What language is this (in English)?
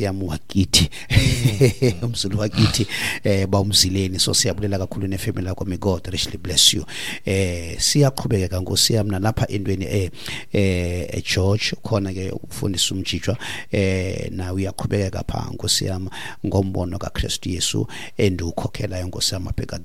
Xhosa